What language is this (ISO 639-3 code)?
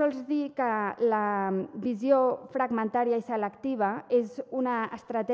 cat